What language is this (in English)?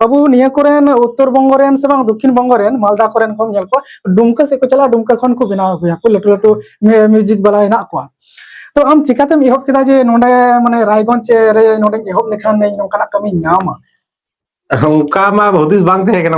Santali